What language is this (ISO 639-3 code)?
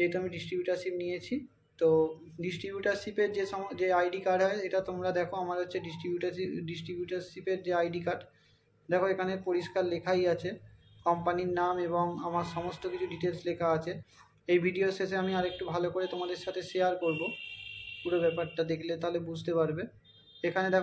ben